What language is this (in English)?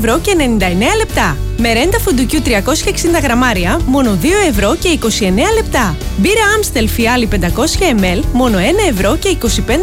Greek